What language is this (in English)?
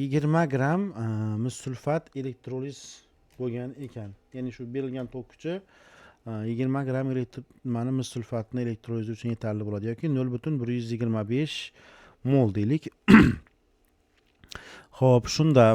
Uzbek